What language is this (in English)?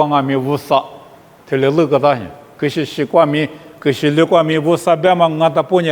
Lisu